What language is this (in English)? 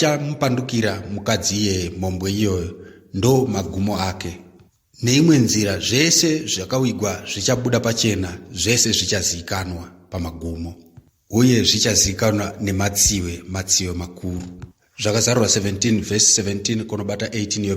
Shona